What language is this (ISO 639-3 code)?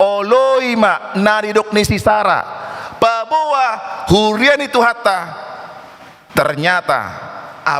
bbc